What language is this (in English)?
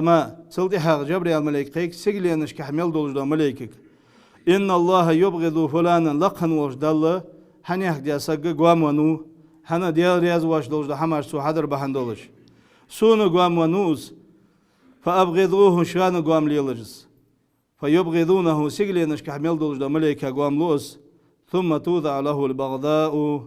Ingush